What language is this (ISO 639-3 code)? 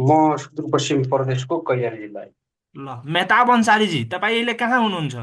nep